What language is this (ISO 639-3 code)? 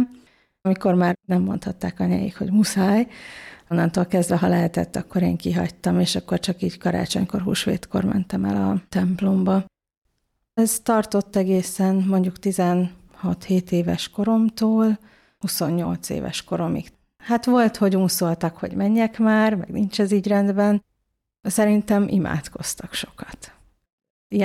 hun